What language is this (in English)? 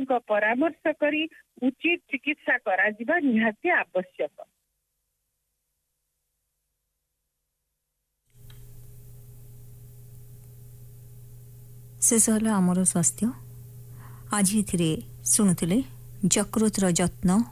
Odia